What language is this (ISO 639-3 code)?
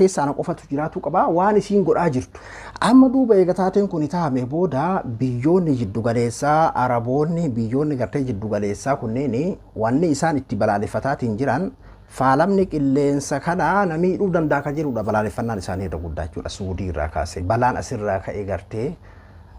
orm